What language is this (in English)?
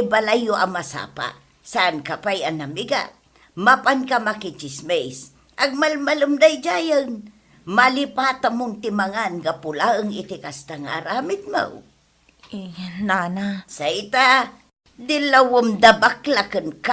Iloko